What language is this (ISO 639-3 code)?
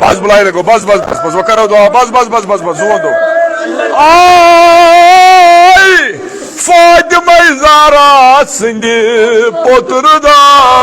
kas